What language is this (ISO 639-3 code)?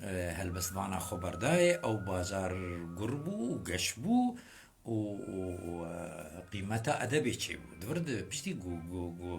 kur